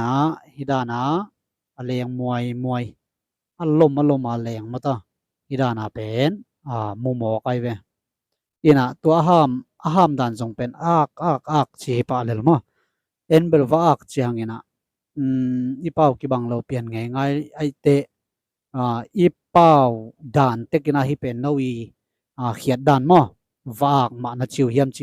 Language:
Tedim Chin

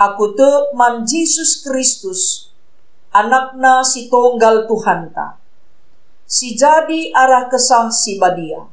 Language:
Batak Karo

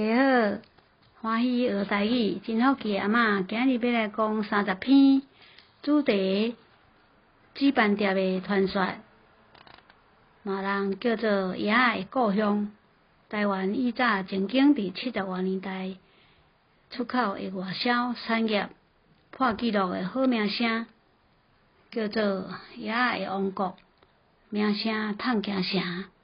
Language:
Min Nan Chinese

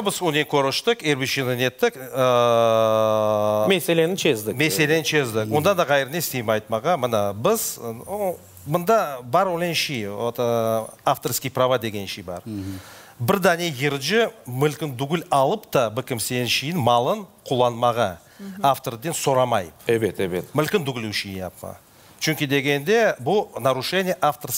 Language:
Crimean Tatar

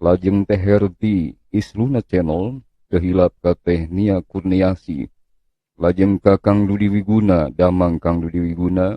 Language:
Sundanese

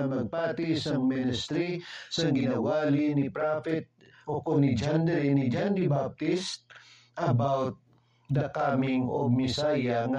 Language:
Hiligaynon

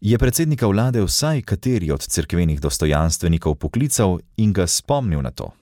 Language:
Slovenian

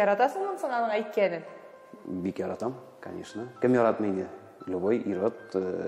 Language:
Tatar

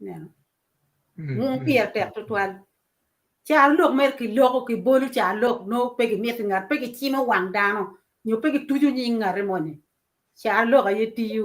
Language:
Acoli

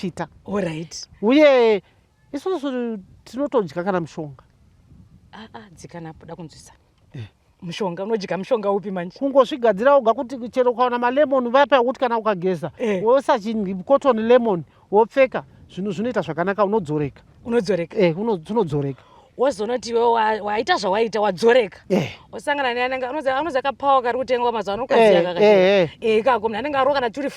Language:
Shona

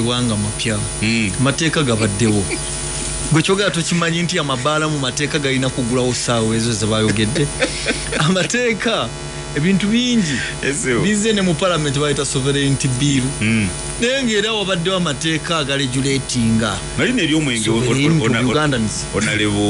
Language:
Ganda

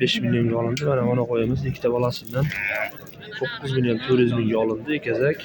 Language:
Uzbek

